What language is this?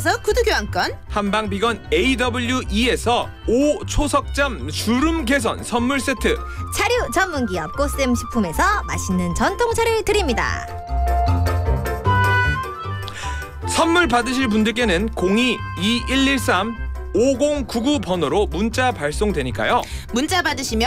Korean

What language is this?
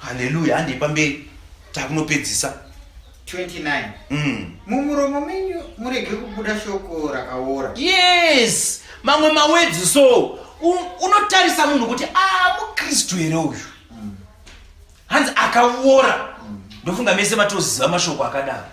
Shona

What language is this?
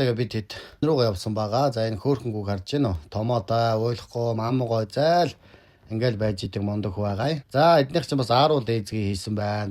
Mongolian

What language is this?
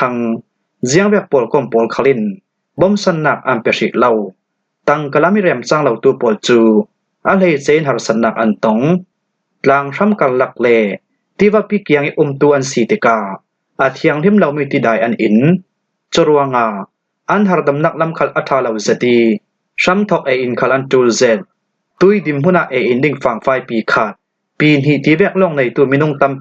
Falam Chin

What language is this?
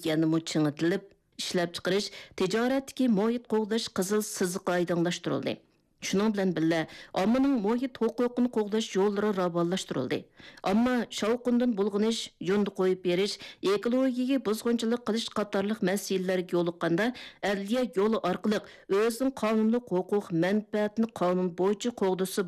Uyghur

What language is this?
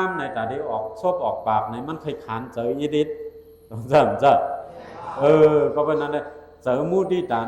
Shan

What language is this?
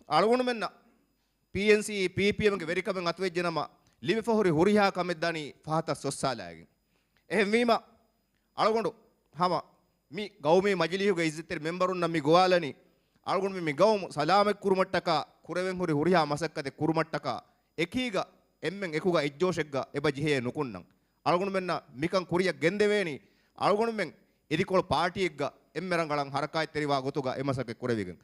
Divehi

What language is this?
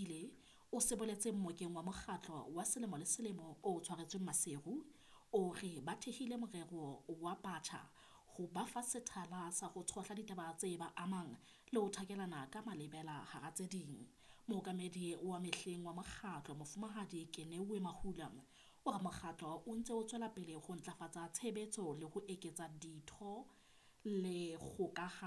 Southern Sotho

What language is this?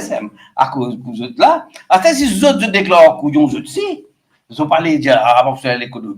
Morisyen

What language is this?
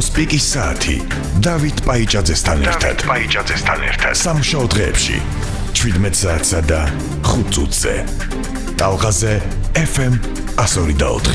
Georgian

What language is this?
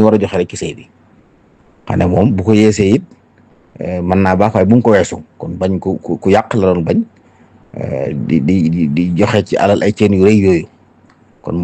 Wolof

